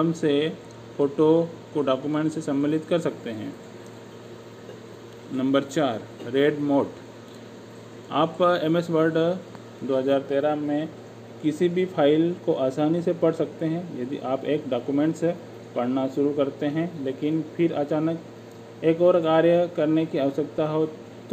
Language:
Hindi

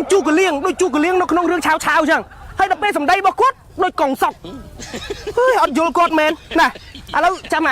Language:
Khmer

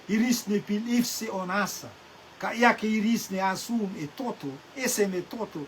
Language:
Rotuman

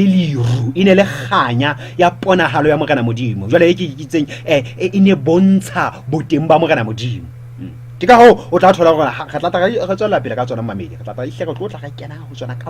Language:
Southern Sotho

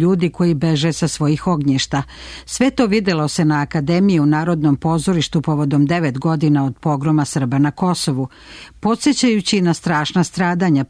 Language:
Serbian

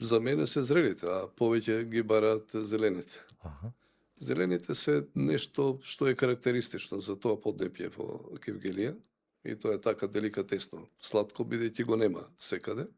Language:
Macedonian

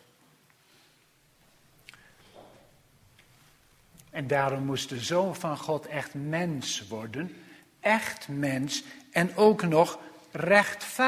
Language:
Dutch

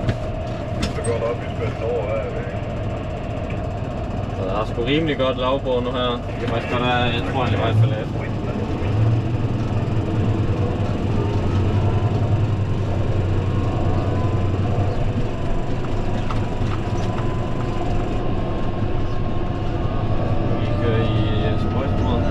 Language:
Danish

